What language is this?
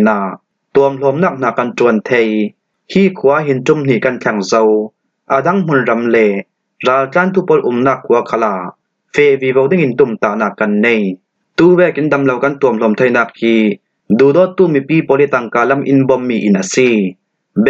Falam Chin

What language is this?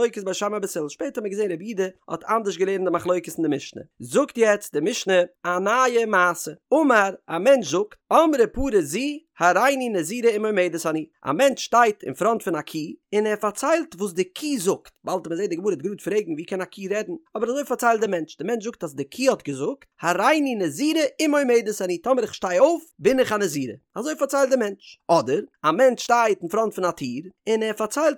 Yiddish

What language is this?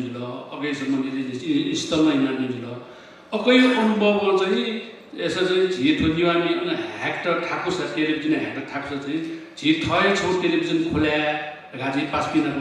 Newari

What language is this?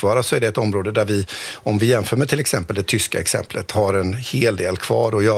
Swedish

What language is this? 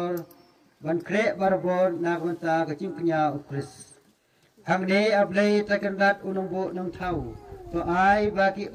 Khasi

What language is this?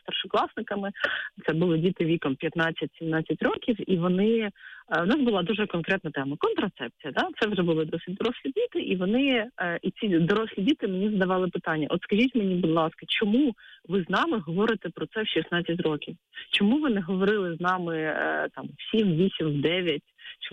Ukrainian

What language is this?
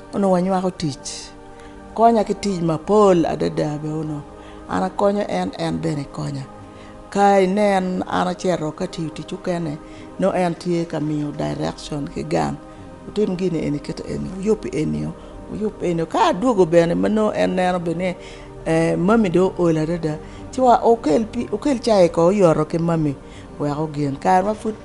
Acoli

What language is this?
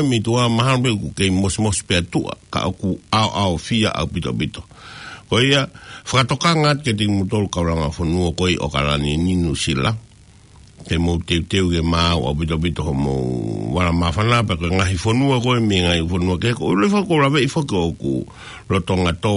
Tongan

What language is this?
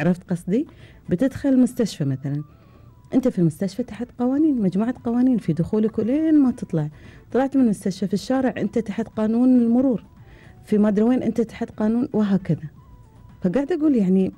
Gulf Arabic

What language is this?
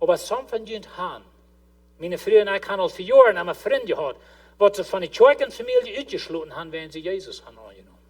Plautdietsch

